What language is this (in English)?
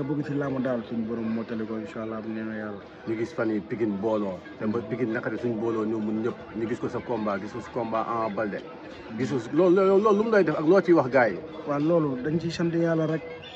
Wolof